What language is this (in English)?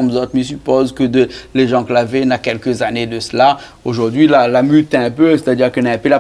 Réunion Creole French